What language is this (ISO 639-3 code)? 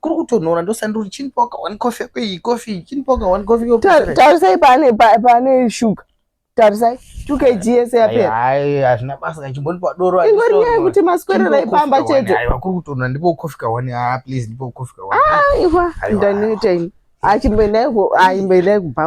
sna